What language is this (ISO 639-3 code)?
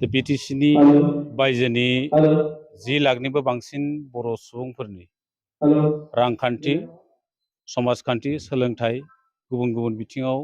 brx